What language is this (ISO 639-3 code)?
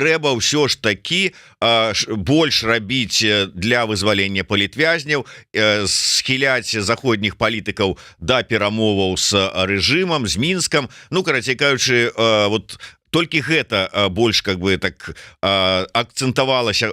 bel